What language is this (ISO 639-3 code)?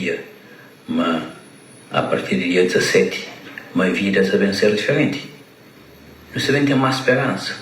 kea